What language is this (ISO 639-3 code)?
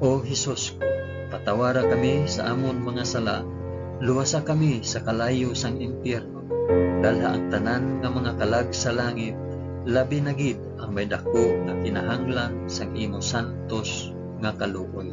hil